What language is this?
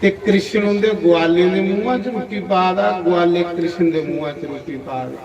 Dogri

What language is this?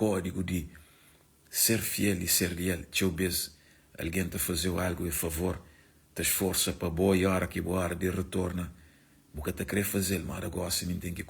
Kabuverdianu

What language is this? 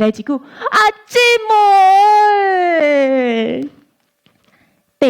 Min Nan Chinese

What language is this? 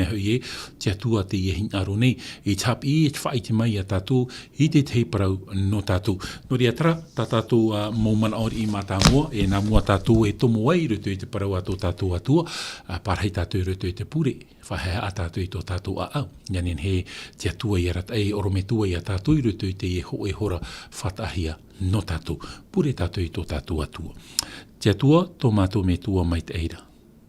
Tahitian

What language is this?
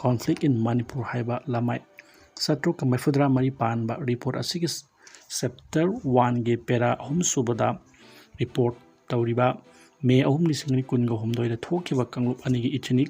Manipuri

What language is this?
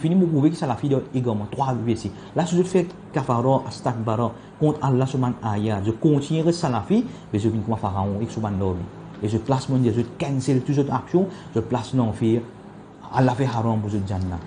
Morisyen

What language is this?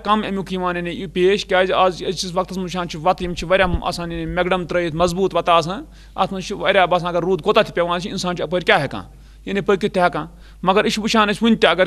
Kashmiri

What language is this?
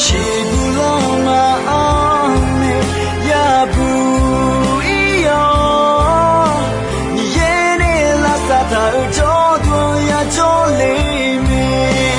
Akha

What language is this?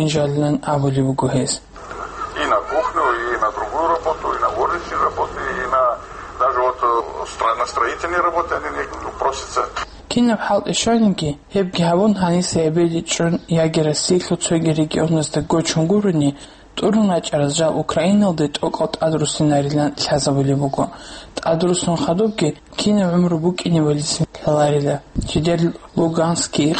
Avaric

